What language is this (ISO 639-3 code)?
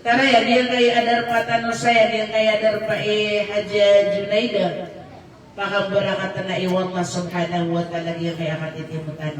mrw